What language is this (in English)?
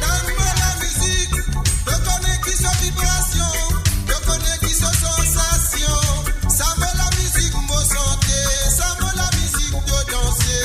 Morisyen